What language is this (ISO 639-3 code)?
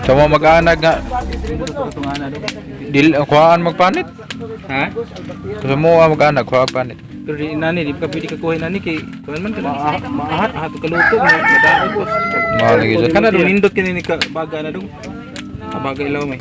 ceb